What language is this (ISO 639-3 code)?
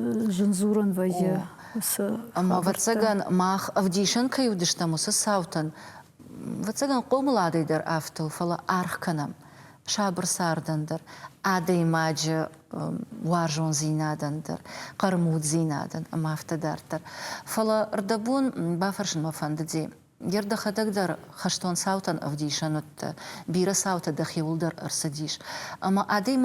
oss